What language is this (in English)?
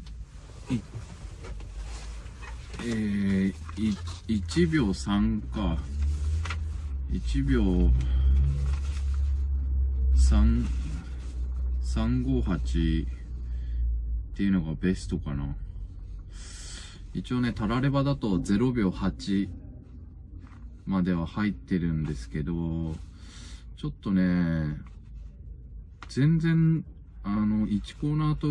Japanese